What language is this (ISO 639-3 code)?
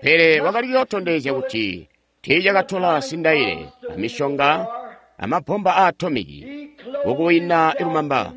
toi